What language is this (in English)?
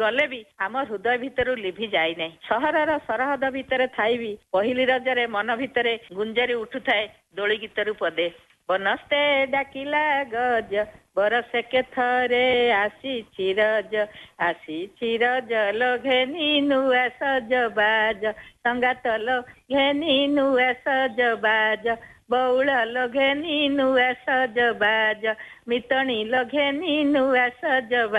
Odia